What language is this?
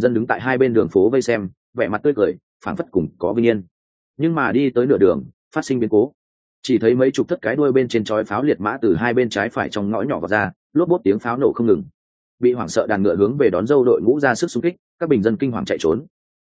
Vietnamese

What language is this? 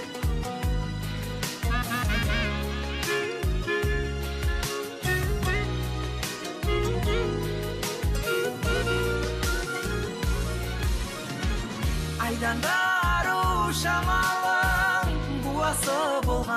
Kazakh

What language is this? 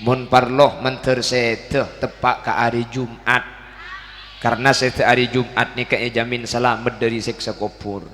Madurese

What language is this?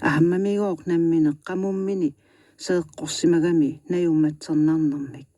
Kalaallisut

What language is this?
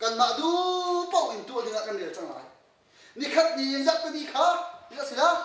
Hakha Chin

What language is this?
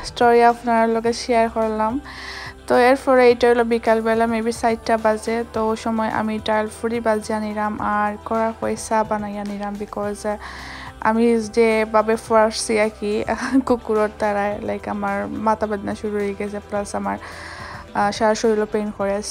Sylheti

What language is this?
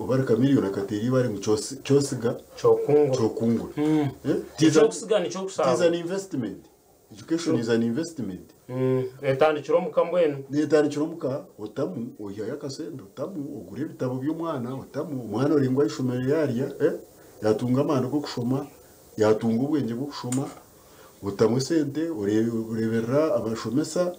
Nyankole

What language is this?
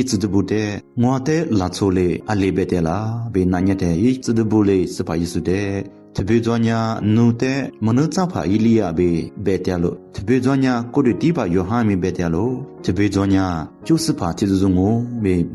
Lisu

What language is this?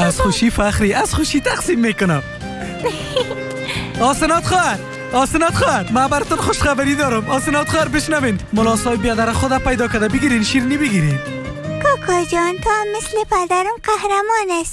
Persian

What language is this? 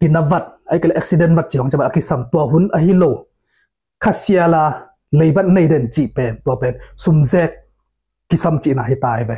Tedim Chin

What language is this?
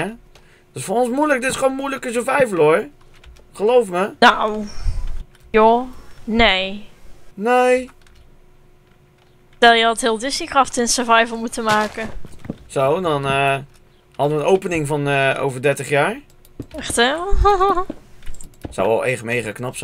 Dutch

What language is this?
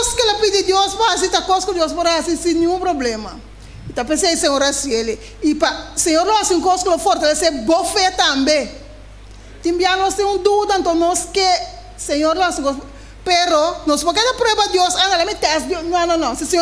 Papiamento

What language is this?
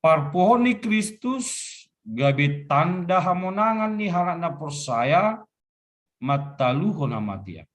Batak Simalungun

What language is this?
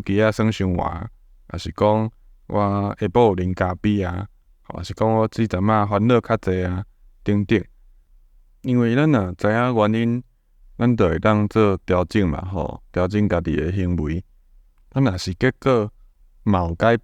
Min Nan Chinese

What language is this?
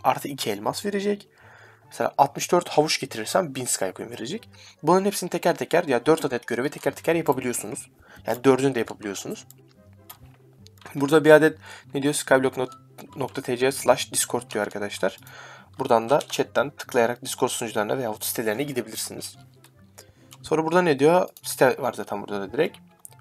Turkish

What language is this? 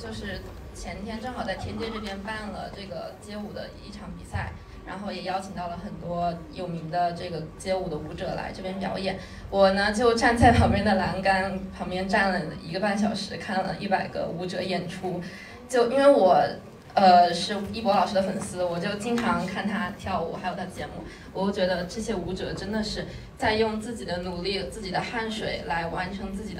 Chinese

